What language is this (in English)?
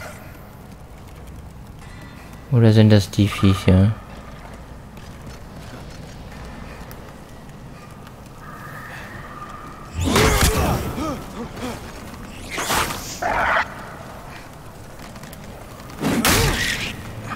German